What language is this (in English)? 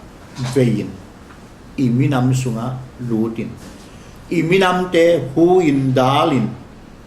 Tedim Chin